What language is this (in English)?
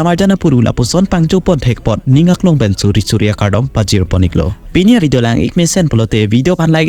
Karbi